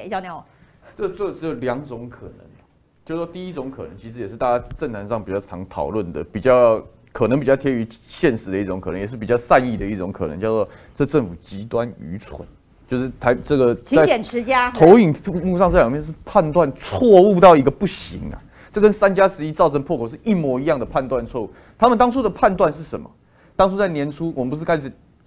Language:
Chinese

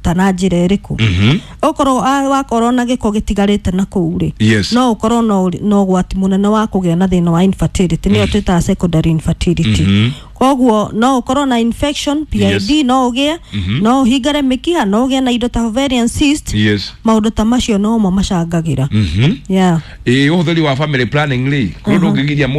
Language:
Kikuyu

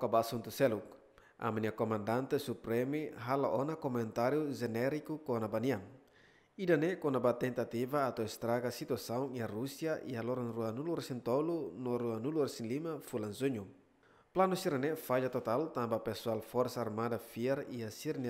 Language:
Tetum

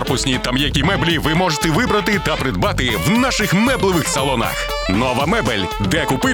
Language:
Ukrainian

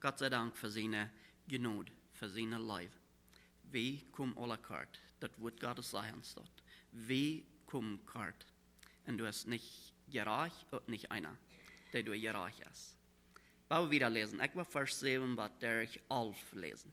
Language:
Plautdietsch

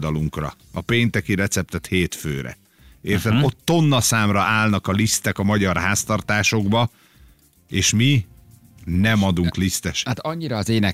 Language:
Hungarian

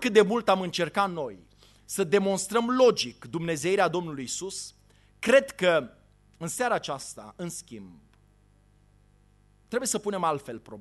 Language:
Romanian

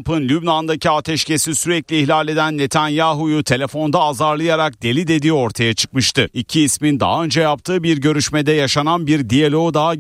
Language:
Turkish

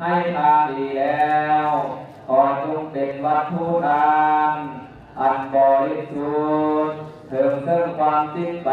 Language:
Lao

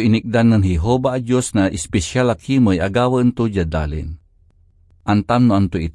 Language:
Pangasinan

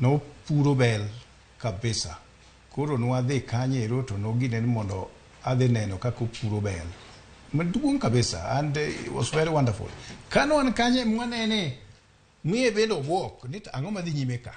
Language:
Luo (Kenya and Tanzania)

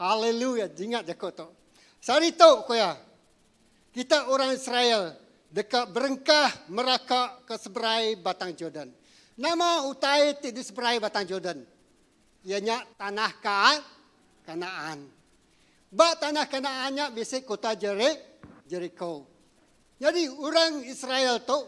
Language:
Iban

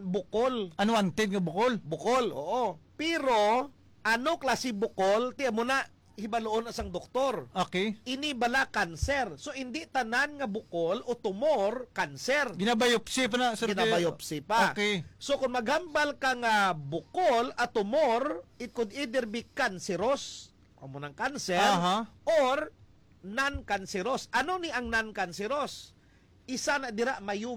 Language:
Hiligaynon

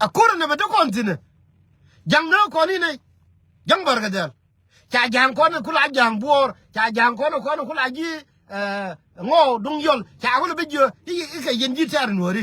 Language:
Nuer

